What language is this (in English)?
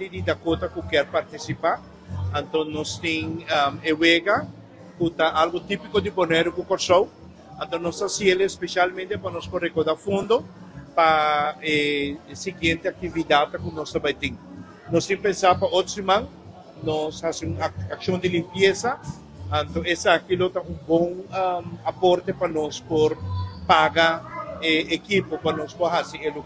Papiamento